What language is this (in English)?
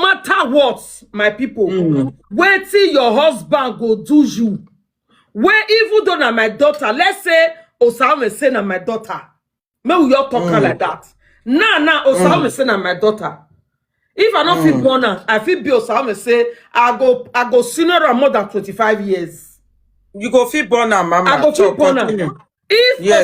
Nigerian Pidgin